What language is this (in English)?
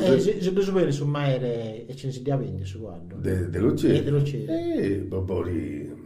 Sardinian